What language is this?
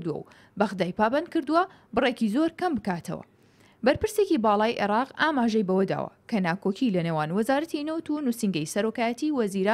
Central Kurdish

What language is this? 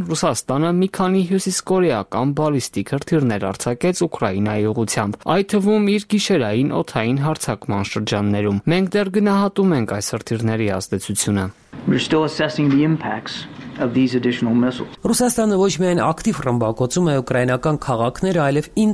Armenian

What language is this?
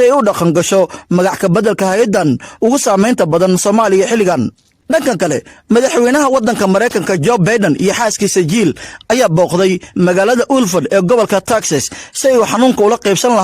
Somali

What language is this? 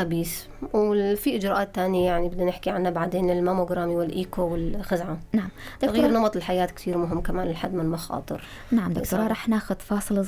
North Levantine Arabic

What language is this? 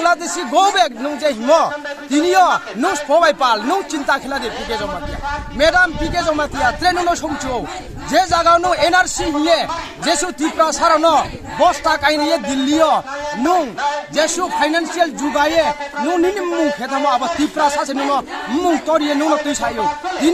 Kok Borok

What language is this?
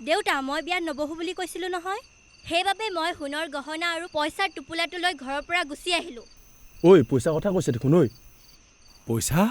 Assamese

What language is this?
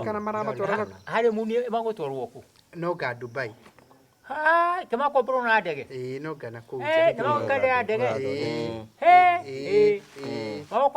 Kikuyu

